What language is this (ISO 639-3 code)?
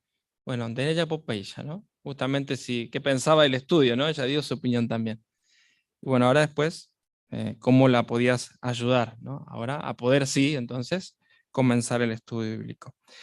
grn